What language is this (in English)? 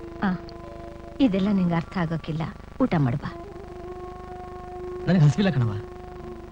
Kannada